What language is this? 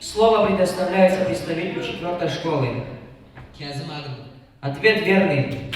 Abkhazian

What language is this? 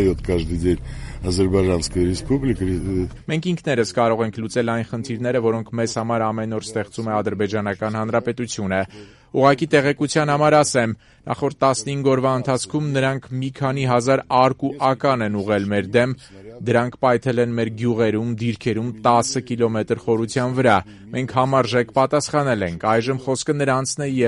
Armenian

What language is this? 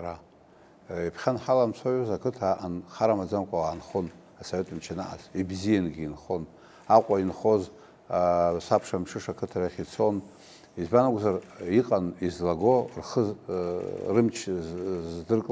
Abkhazian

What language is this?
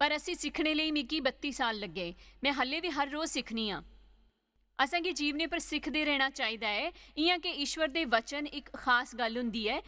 Dogri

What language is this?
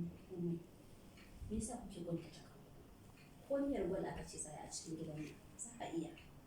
Hausa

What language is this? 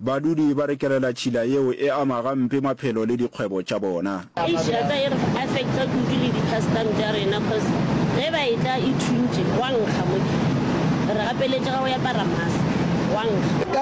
Northern Sotho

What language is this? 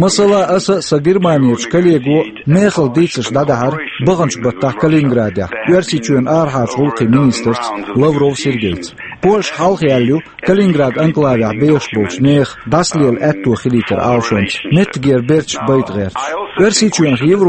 Chechen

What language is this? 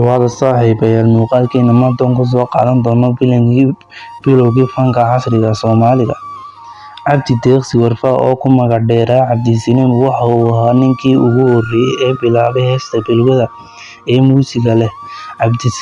Somali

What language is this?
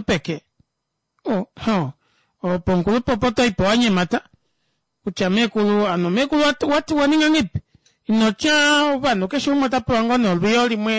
Kuanyama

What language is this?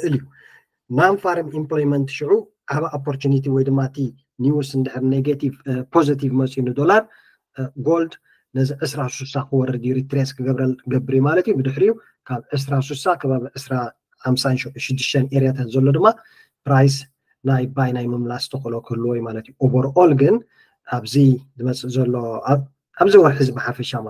Tigrinya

